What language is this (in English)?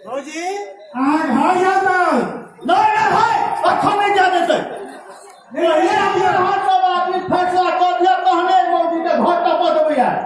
Maithili